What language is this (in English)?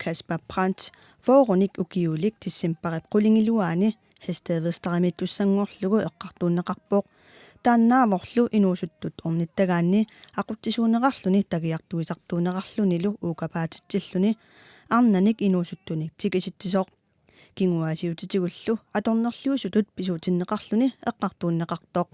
Kalaallisut